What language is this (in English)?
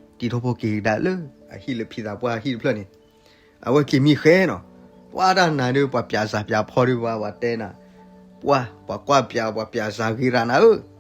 S'gaw Karen